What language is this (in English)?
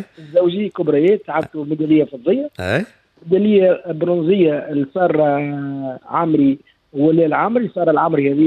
Tunisian Arabic